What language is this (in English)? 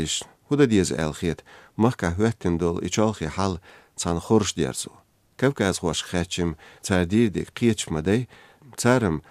Chechen